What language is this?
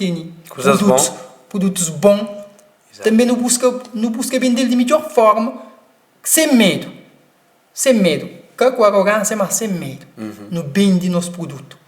Kabuverdianu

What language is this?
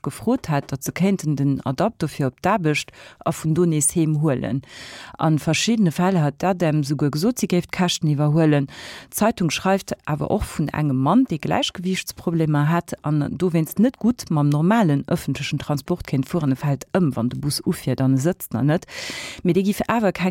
Luxembourgish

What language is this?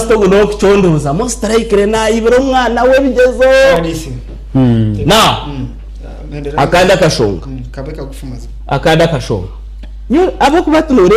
Nyankole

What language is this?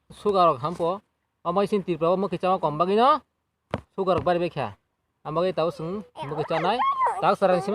Kok Borok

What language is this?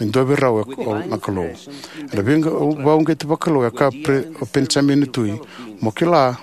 Fijian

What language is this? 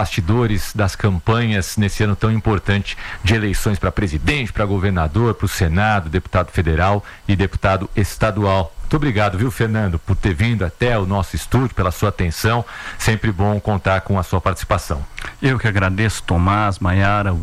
Portuguese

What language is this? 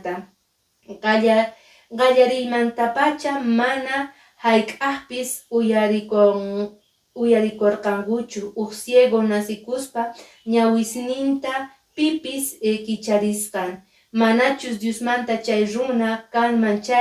Quechua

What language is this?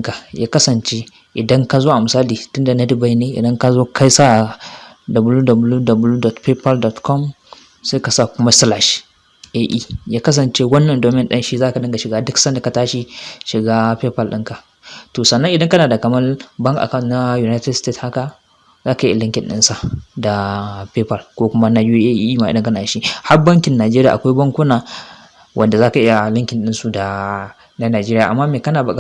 Hausa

